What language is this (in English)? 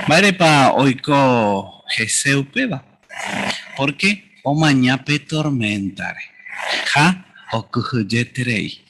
Guarani